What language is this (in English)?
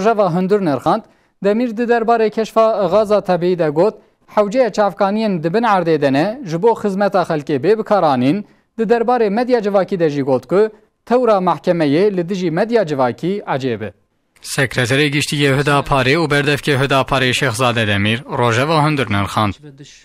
Kurdish